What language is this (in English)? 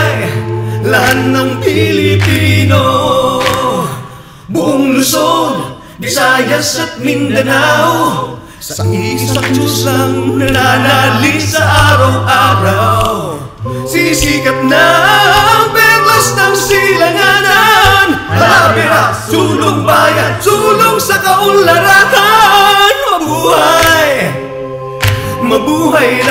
Filipino